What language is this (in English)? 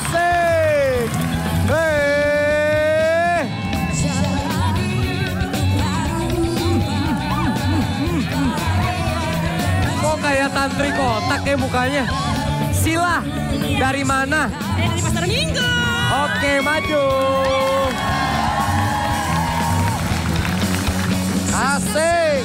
Indonesian